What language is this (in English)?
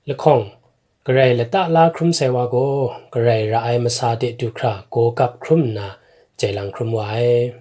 Kachin